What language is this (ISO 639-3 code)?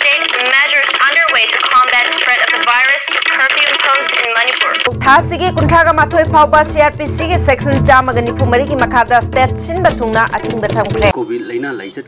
mni